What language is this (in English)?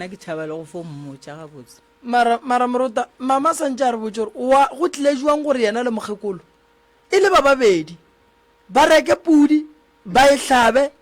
Northern Sotho